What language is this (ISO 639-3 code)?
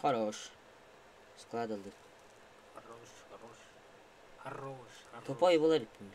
sah